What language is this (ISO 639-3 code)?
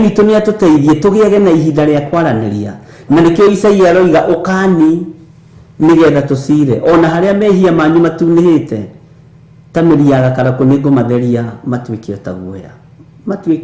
kik